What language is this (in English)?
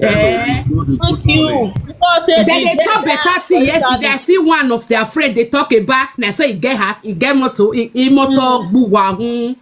Nigerian Pidgin